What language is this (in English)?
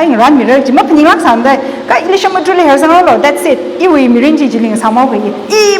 Tangkhul Naga (India)